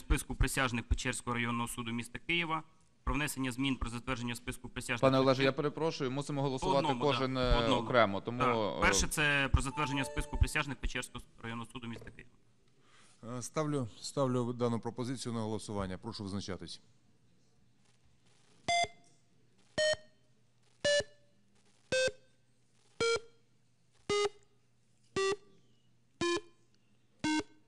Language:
Ukrainian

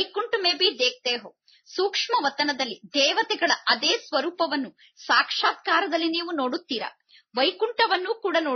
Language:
Kannada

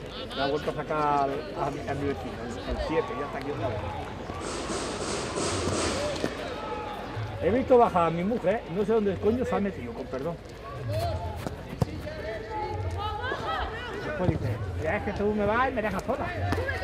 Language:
Spanish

